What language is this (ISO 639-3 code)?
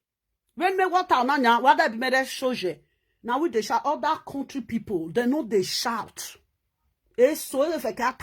pcm